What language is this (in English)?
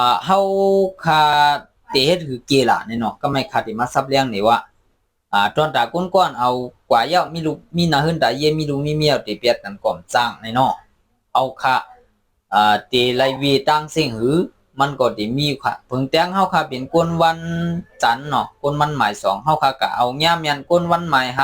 Shan